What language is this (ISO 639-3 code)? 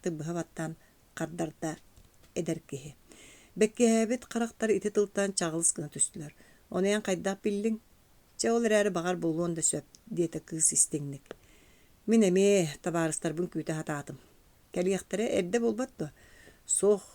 sah